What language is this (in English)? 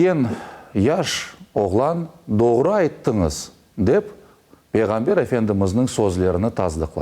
Crimean Tatar